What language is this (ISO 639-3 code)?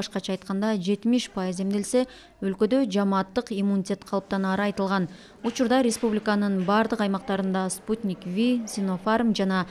kir